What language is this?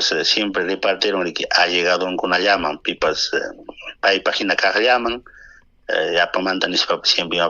Ayacucho Quechua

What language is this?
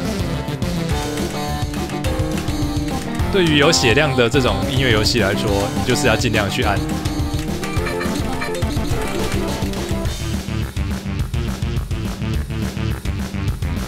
Chinese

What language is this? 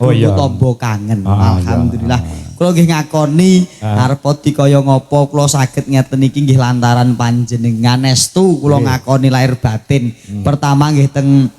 Javanese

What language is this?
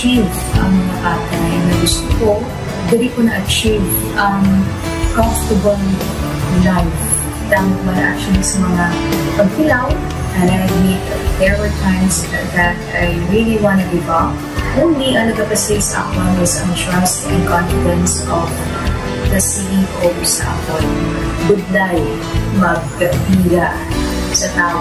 Hiligaynon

